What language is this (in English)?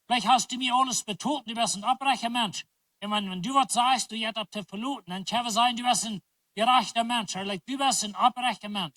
Plautdietsch